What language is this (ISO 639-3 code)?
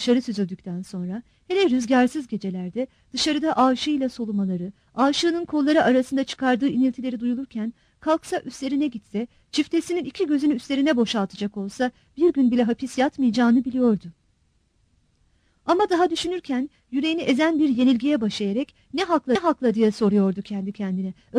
tur